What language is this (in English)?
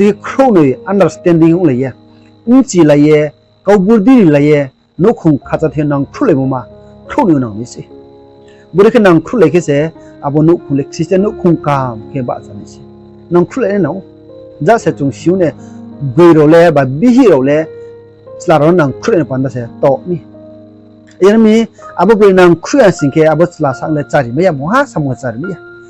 Riang (India)